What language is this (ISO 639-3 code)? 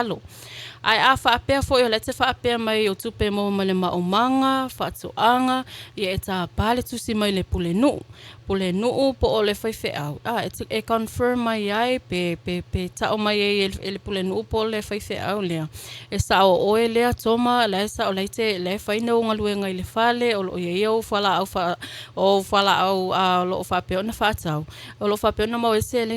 smo